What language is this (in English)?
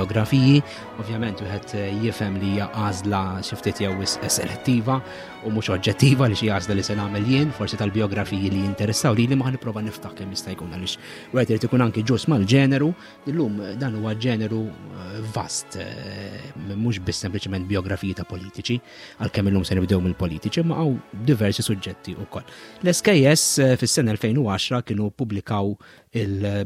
Maltese